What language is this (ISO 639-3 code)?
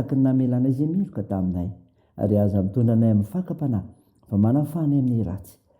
mlg